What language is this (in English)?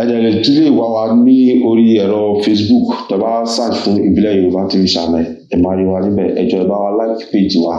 Yoruba